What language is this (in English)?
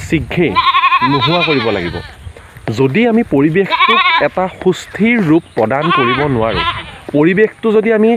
Assamese